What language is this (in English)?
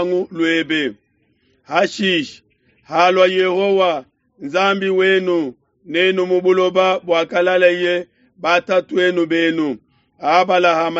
Luba-Lulua